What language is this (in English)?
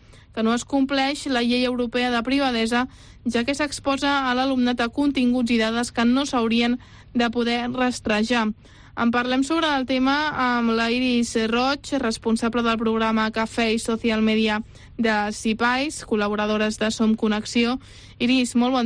Catalan